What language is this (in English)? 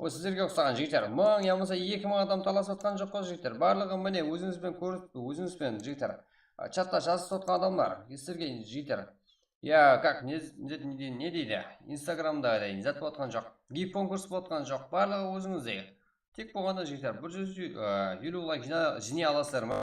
Kara-Kalpak